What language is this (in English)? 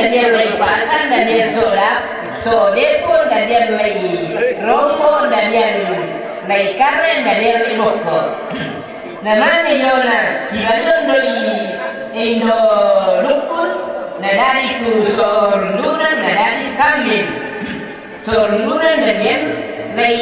Toraja-Sa'dan